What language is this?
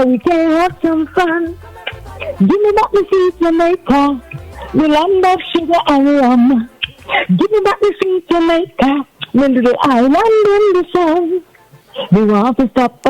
Jamaican Creole English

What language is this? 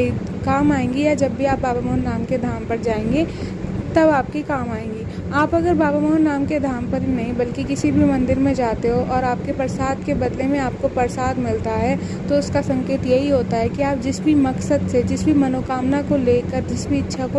Hindi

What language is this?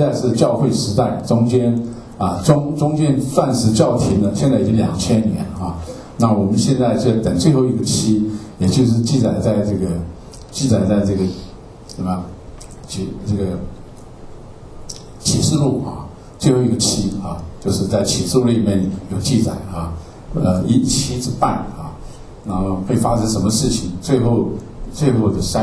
Chinese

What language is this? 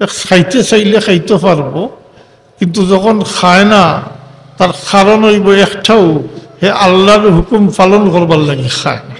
Sylheti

